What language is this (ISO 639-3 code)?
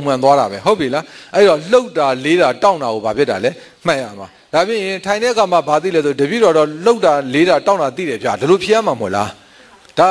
mya